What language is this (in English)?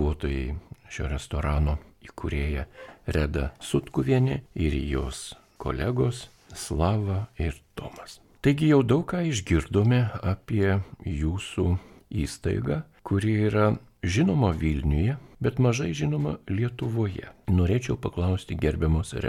Lithuanian